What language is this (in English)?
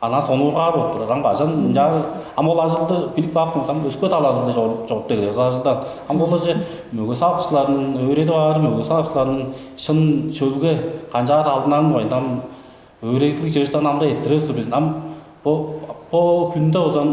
Tuvinian